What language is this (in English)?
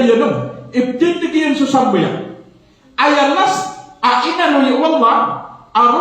Maranao